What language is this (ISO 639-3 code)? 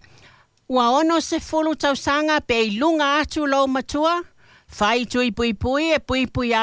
smo